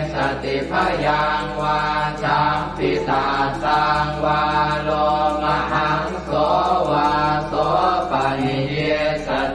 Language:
Pali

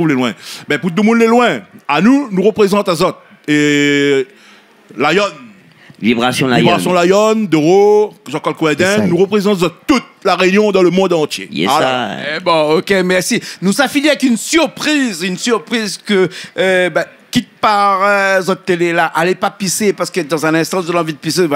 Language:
Réunion Creole French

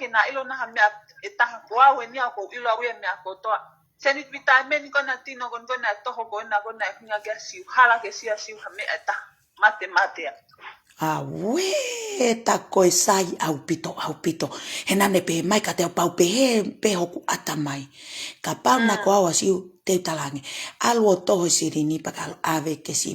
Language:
Tongan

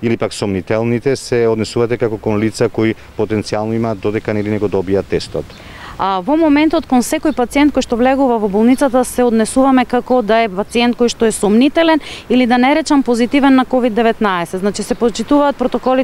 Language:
Macedonian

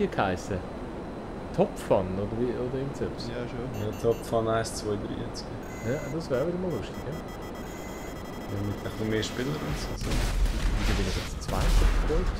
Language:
Swiss German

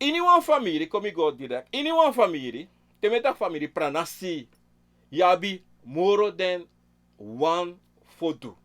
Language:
Sranan Tongo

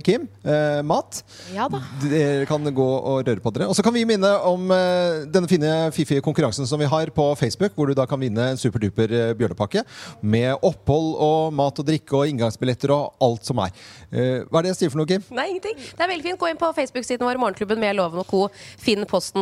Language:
Norwegian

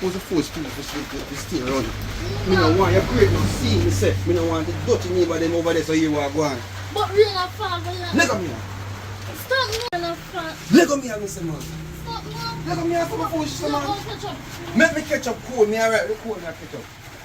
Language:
Jamaican Creole English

